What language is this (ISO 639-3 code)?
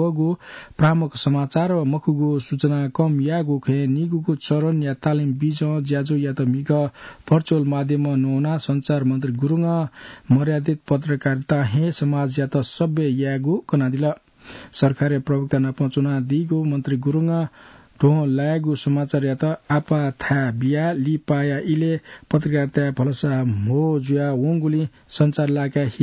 new